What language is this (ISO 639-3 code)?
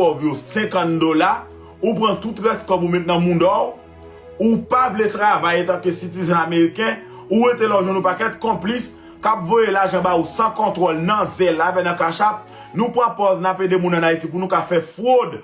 hat